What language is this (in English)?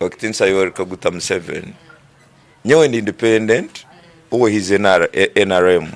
Tooro